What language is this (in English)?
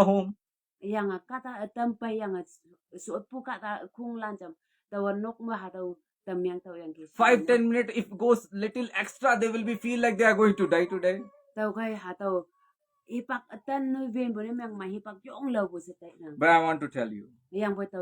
Konyak Naga